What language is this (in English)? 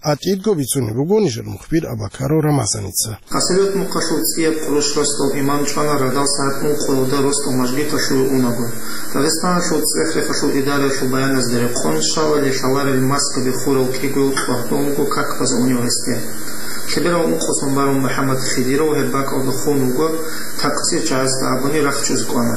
Avaric